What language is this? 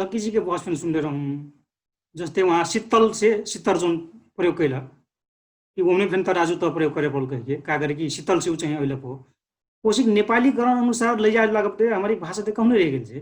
Dangaura Tharu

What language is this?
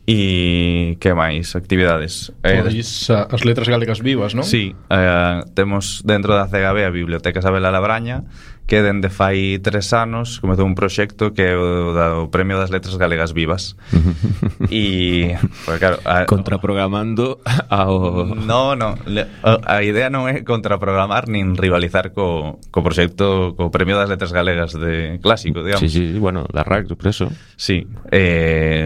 Galician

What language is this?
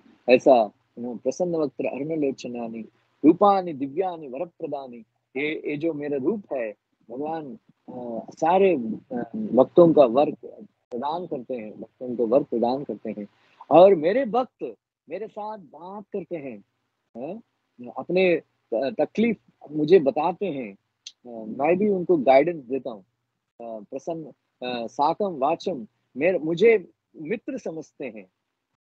Hindi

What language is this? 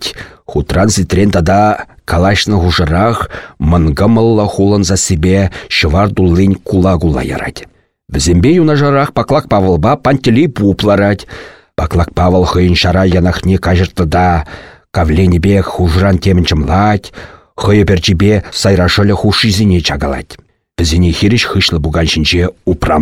Chuvash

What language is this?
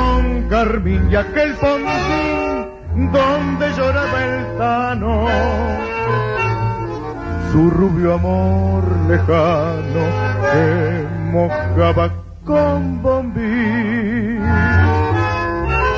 Spanish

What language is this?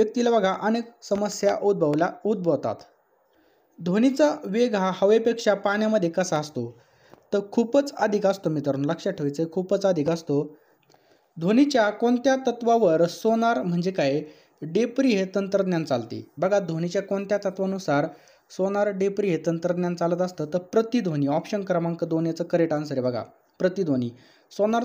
Marathi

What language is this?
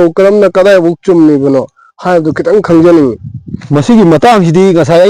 Manipuri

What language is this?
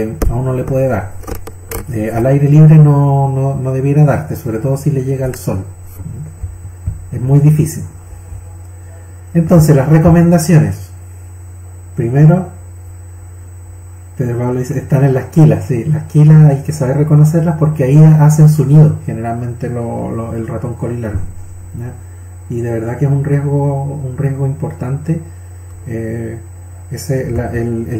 Spanish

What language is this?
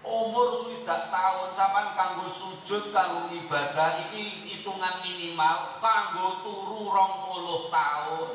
Javanese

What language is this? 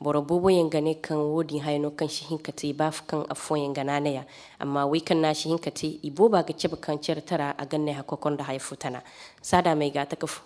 Zarma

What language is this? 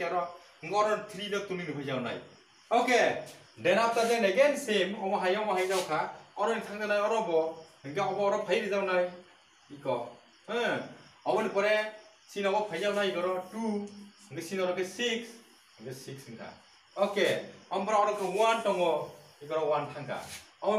Kok Borok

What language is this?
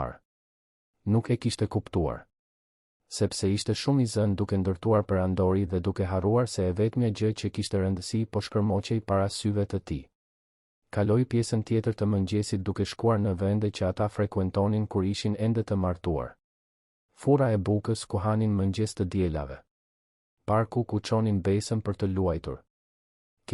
Albanian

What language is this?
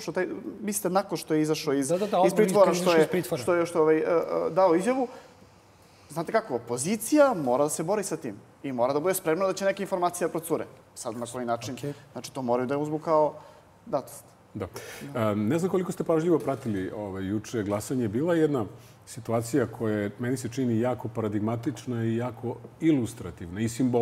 Serbian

